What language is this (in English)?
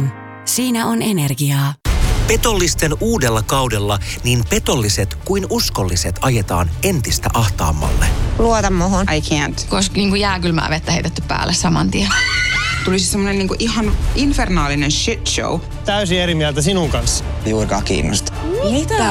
Finnish